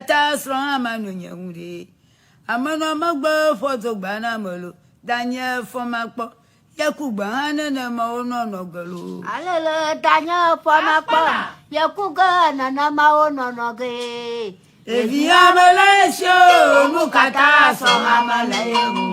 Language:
Ewe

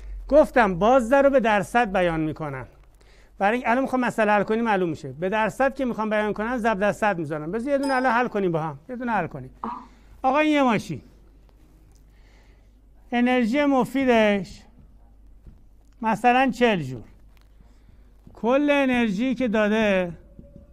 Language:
Persian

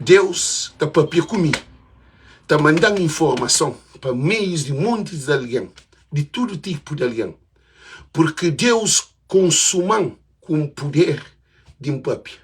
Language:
Kabuverdianu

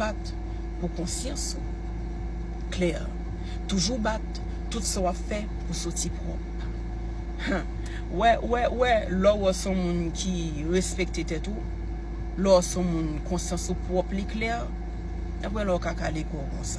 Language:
Haitian Creole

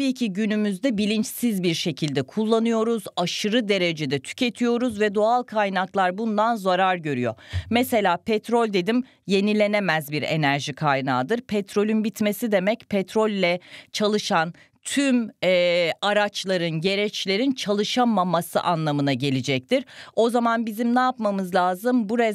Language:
Turkish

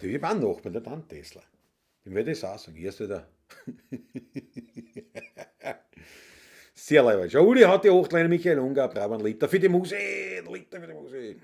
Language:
Bavarian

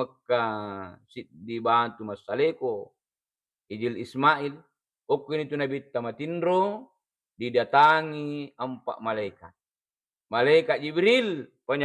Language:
Buginese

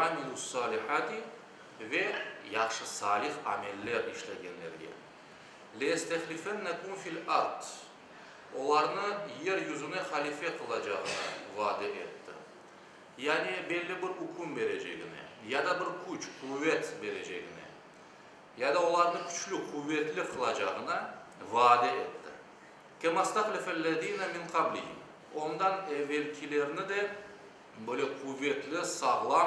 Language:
Crimean Tatar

